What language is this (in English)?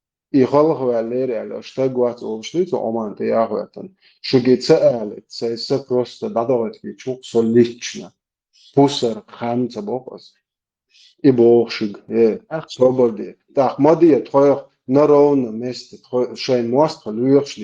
Chechen